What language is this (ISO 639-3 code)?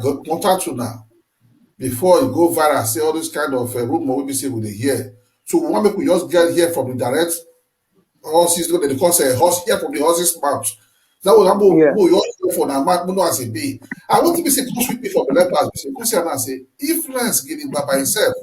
pcm